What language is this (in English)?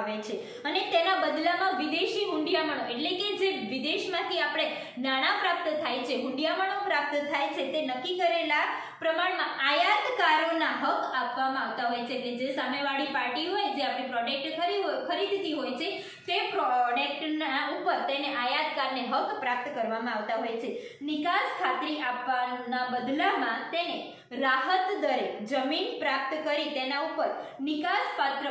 Gujarati